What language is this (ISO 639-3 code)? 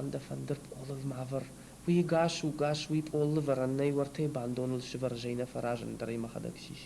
oss